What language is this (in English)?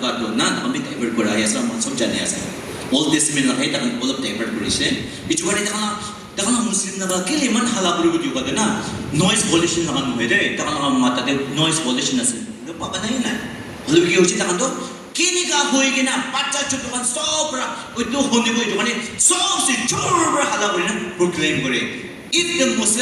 Naga Pidgin